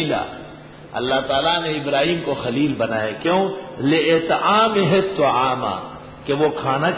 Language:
Urdu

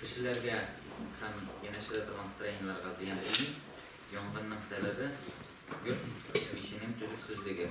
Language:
Tatar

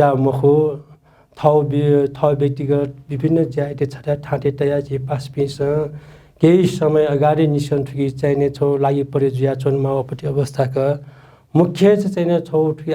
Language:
Newari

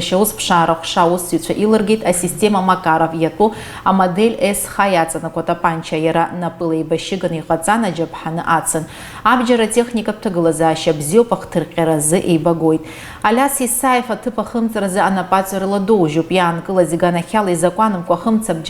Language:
Abkhazian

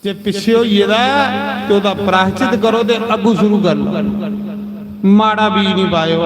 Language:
Dogri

